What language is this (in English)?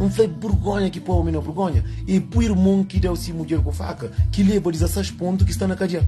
Kabuverdianu